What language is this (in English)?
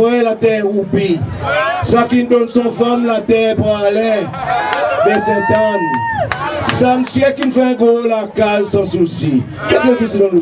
Seselwa Creole French